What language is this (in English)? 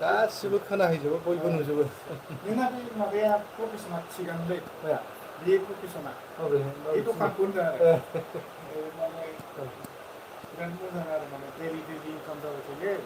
Bodo